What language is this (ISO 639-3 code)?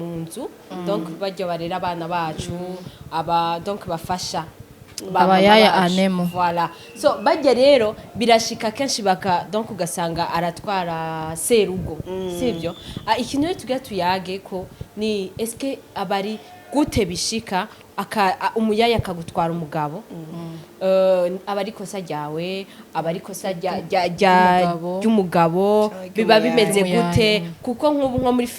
run